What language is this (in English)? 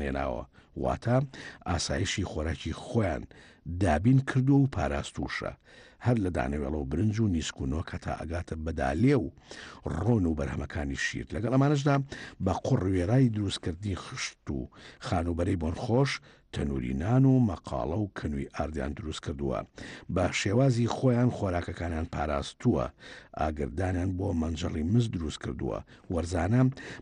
Central Kurdish